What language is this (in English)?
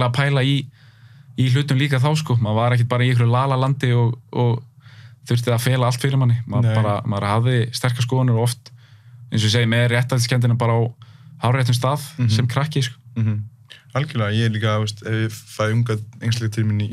Icelandic